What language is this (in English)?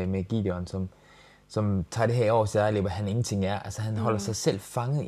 Danish